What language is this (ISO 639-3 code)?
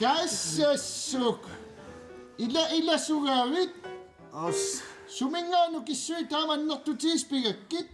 kal